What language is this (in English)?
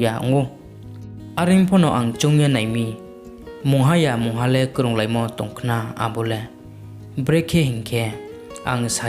Riang (India)